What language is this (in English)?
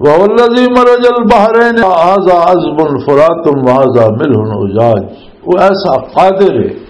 Western Panjabi